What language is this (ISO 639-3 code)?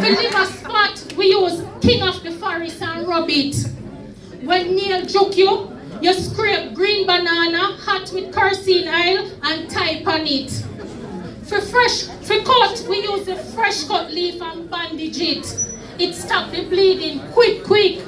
jam